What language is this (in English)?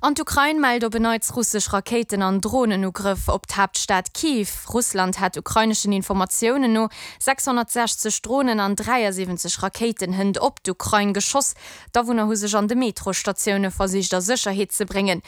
Luxembourgish